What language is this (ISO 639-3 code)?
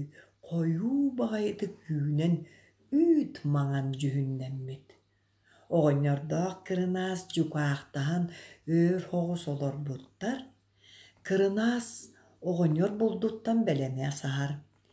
sah